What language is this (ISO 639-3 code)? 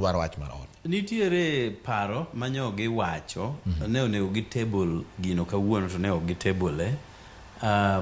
luo